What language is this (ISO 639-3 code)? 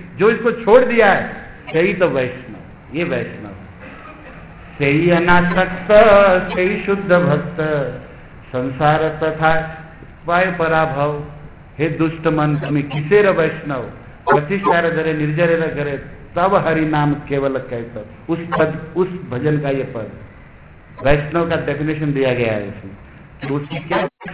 hin